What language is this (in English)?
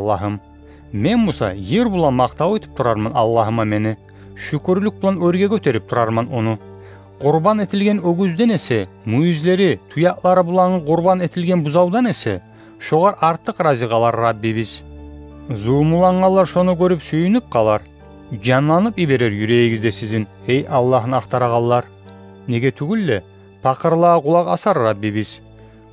Kumyk